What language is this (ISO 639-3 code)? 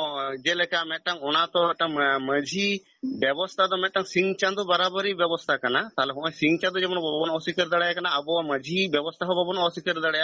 sat